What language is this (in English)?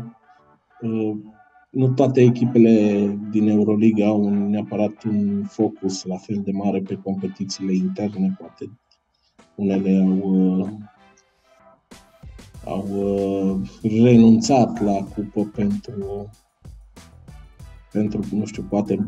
Romanian